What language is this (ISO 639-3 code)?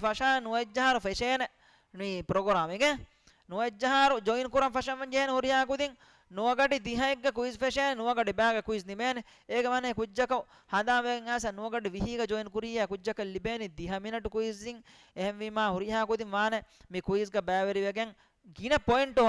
div